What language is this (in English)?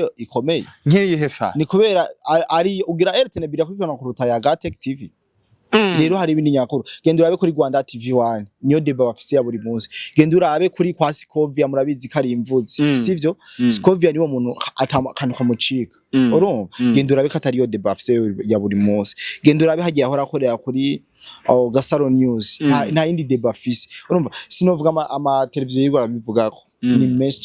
Rundi